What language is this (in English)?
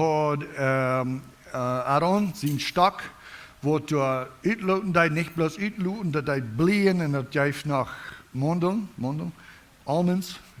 Plautdietsch